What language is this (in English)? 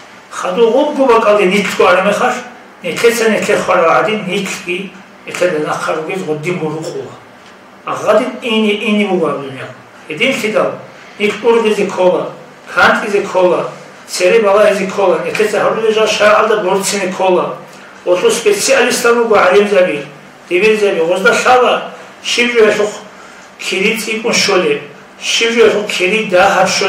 Avaric